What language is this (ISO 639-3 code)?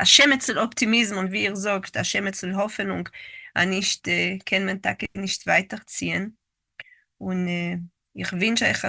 yid